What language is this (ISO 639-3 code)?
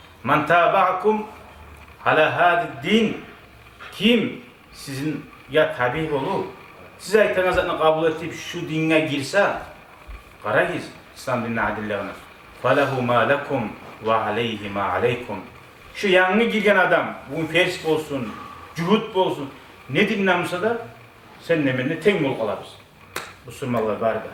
kum